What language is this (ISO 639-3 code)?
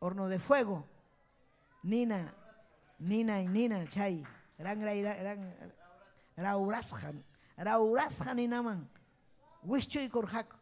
quy